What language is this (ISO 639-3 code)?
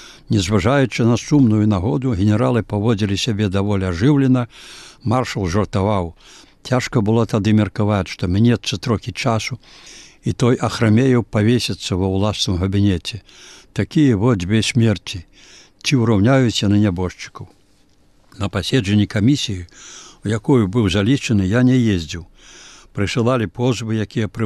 bel